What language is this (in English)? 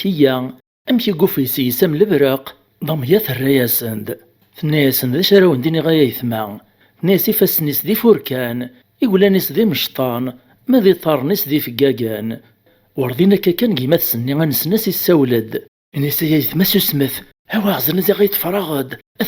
Kabyle